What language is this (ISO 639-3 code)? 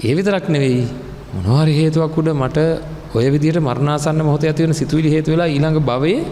sin